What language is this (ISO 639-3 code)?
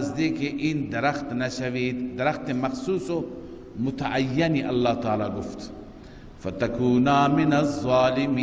fas